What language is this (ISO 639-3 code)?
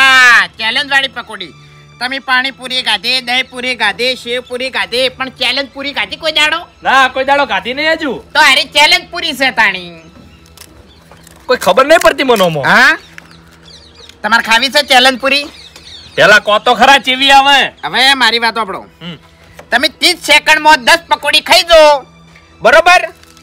guj